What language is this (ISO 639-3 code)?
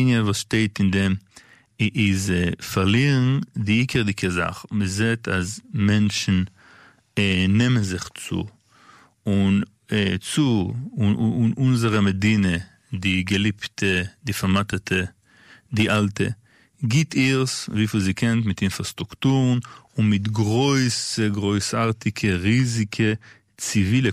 yid